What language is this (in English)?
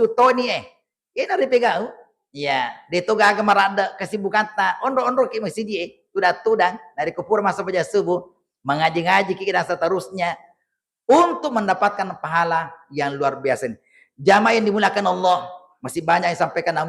Buginese